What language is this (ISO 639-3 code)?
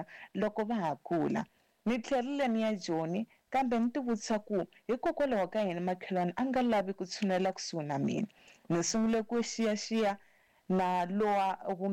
tso